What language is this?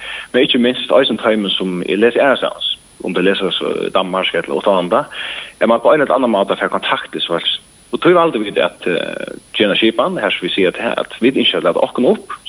Faroese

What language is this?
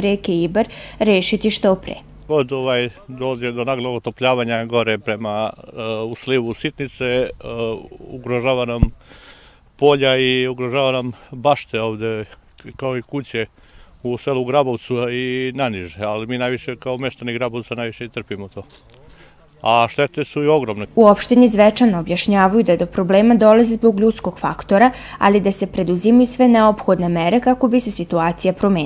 Serbian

